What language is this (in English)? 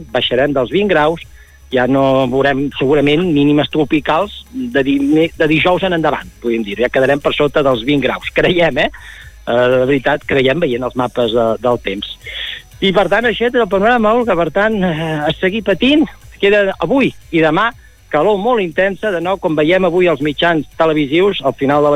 Catalan